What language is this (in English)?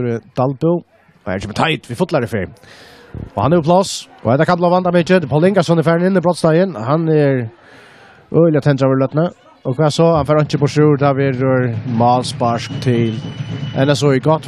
Faroese